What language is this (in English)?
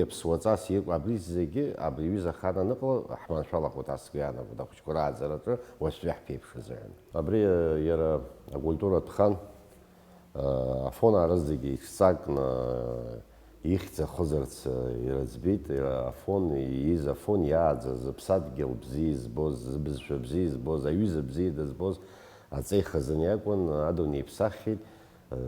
Abkhazian